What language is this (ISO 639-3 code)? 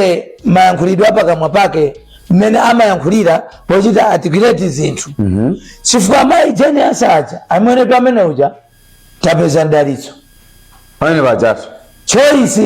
nya